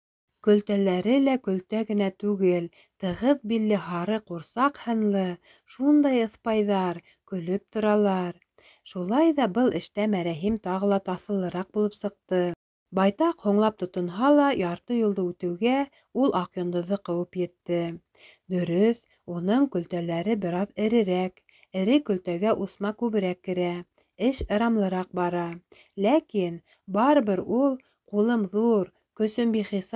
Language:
Bashkir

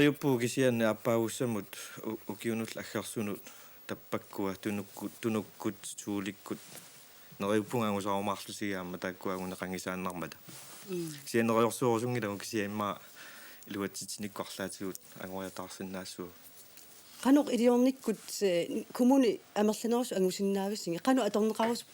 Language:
Kalaallisut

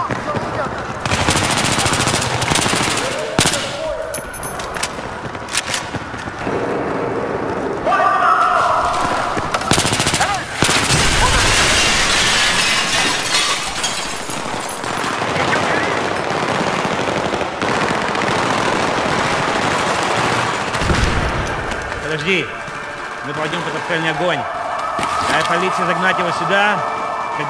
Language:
Russian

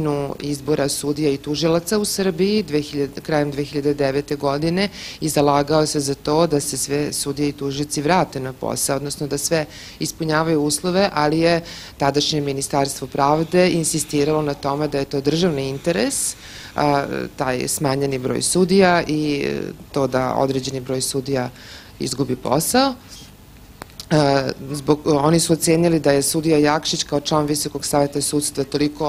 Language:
Serbian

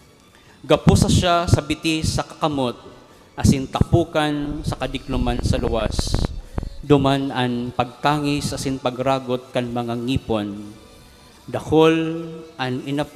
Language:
Bikol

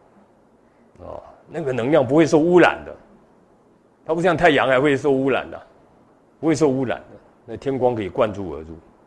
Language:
Chinese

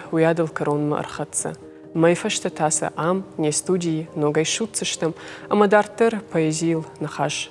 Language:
Ossetic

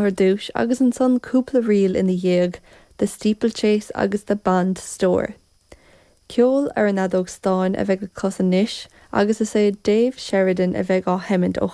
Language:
Irish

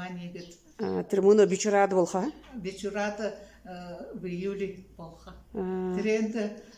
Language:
Buriat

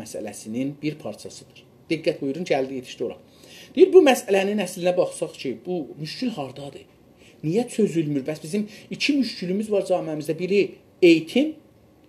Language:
South Azerbaijani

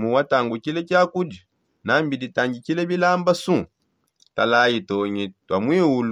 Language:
Songe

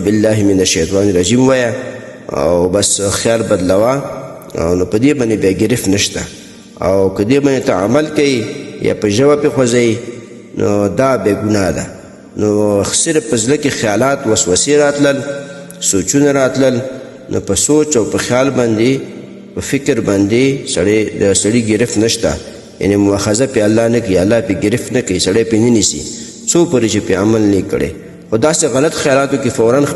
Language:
Pashto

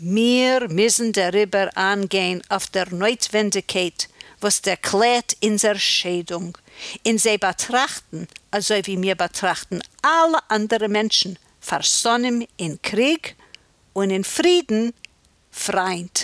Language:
Yiddish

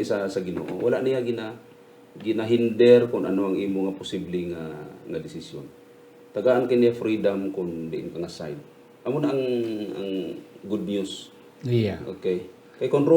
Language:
Hiligaynon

